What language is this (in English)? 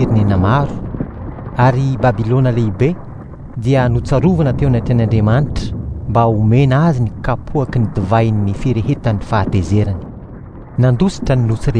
Malagasy